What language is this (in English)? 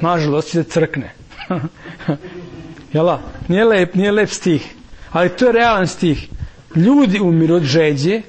Serbian